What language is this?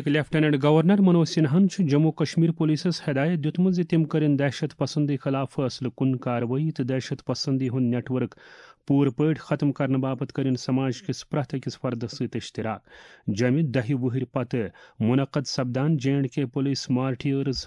Kashmiri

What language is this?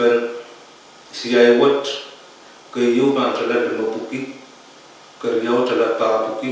Pohnpeian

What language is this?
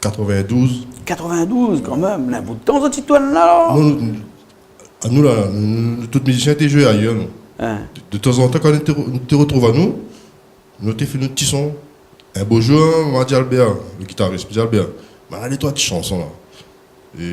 Réunion Creole French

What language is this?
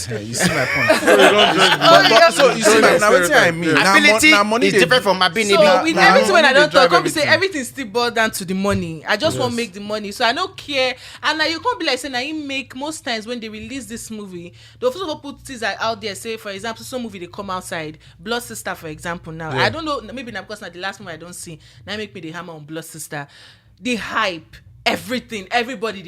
Nigerian Pidgin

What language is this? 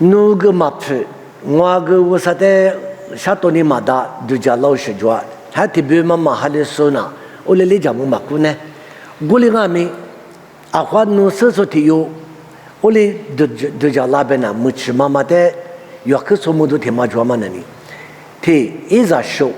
Lisu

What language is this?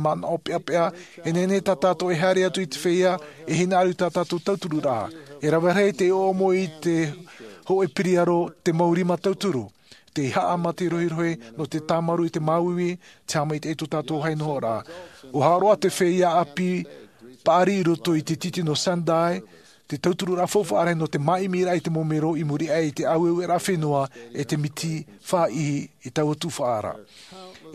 Tahitian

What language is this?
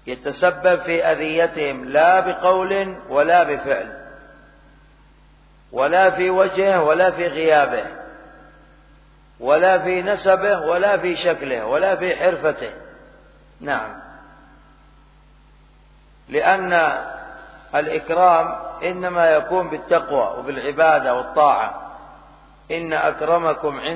Arabic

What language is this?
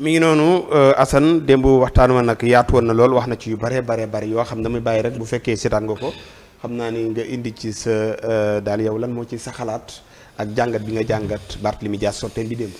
Wolof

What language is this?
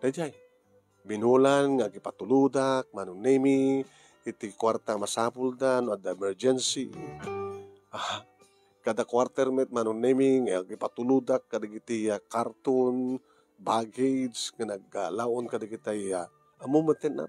Iloko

